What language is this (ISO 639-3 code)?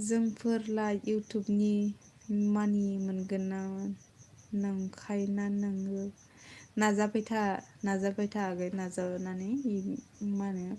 brx